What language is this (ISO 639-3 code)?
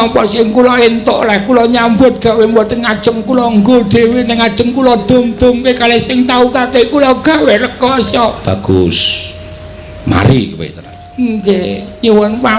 jav